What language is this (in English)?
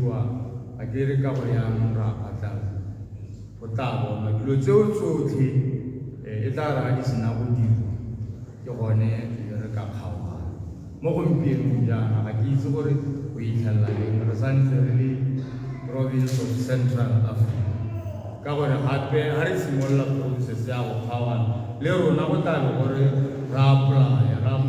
Tswana